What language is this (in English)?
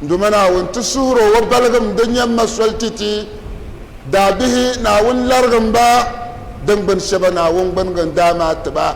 Dagbani